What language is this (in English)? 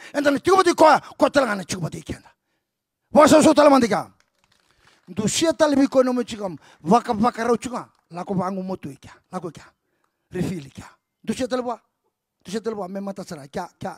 Fijian